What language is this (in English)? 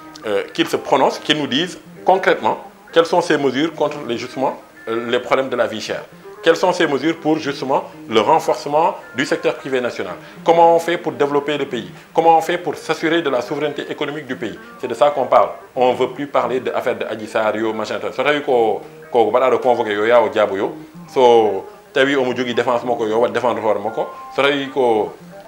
Fula